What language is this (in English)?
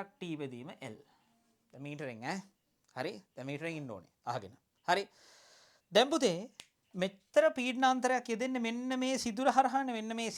Sinhala